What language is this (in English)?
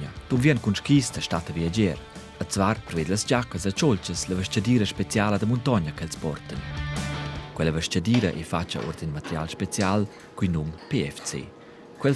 Romansh